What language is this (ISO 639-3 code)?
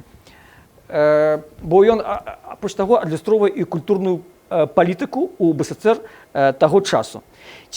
bel